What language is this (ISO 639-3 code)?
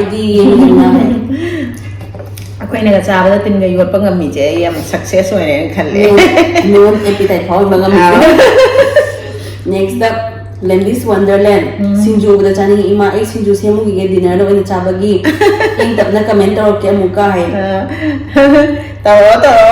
mni